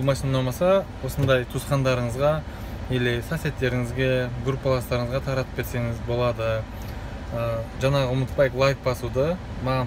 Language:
Kazakh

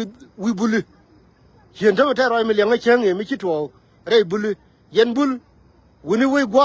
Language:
Nuer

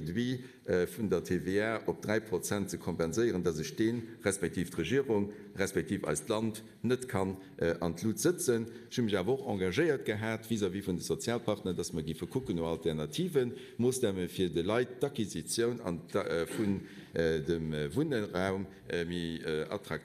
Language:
Luxembourgish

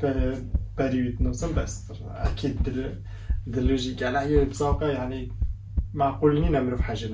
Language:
Kurdish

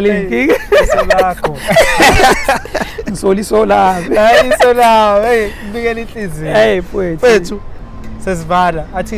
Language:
Zulu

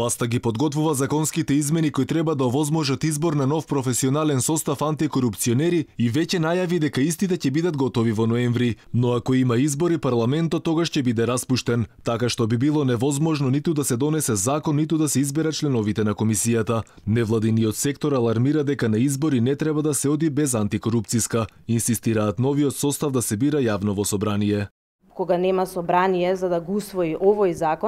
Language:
Macedonian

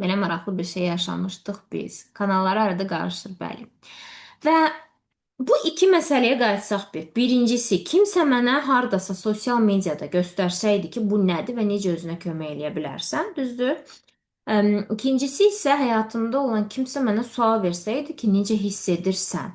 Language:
Azerbaijani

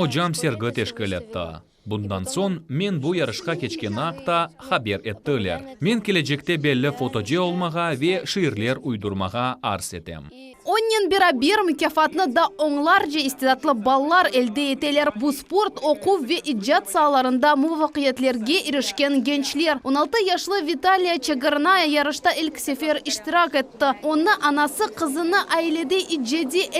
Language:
Crimean Tatar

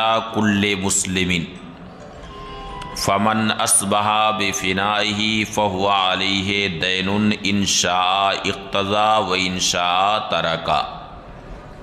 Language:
Urdu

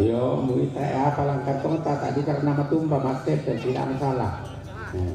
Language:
Toraja-Sa'dan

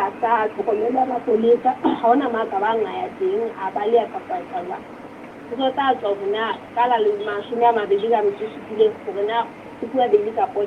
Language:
Southern Sotho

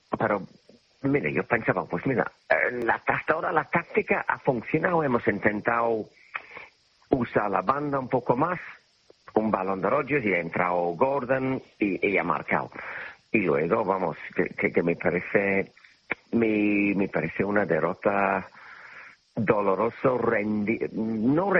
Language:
Spanish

